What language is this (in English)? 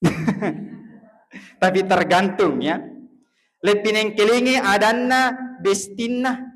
Buginese